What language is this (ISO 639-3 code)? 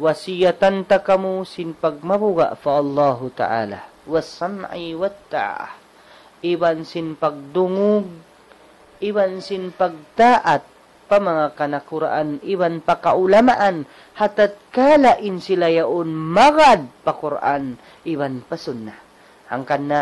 tsg